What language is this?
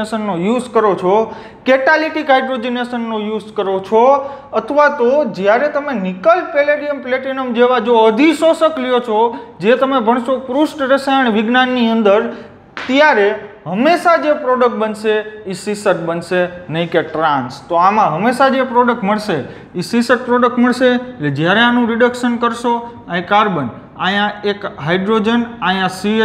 Gujarati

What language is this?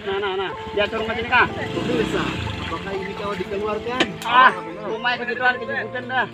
Banjar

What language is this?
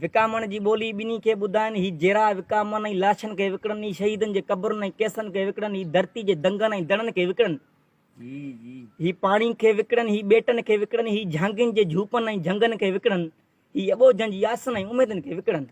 Sindhi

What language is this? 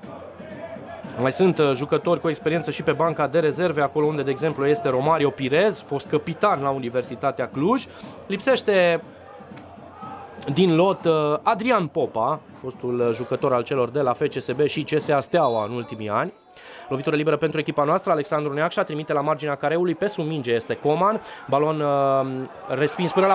Romanian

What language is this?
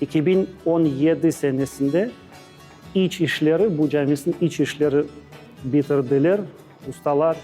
Crimean Tatar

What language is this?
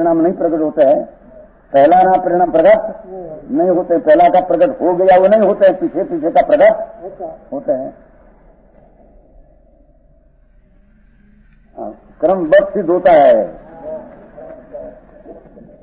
Hindi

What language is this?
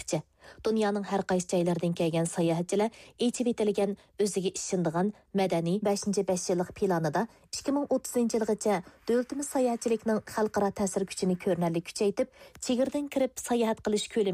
Uyghur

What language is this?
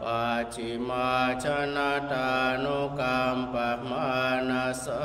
Pali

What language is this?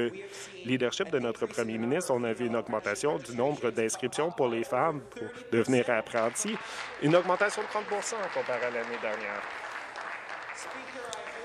French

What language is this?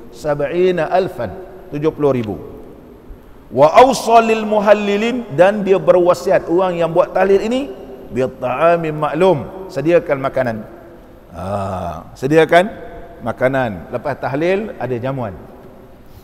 Malay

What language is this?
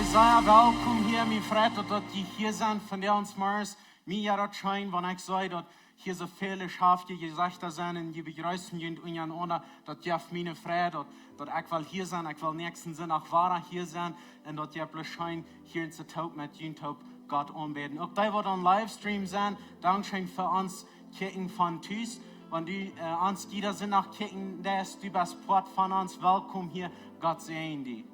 Plautdietsch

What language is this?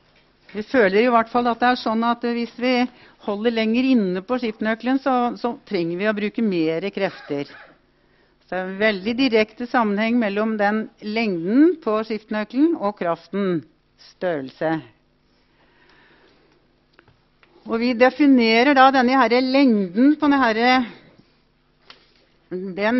Norwegian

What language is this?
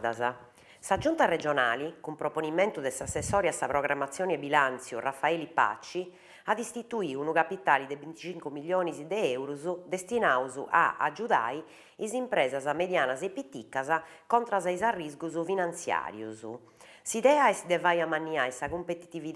Sardinian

